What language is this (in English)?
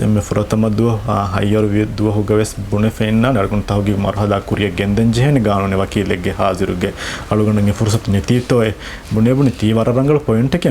Divehi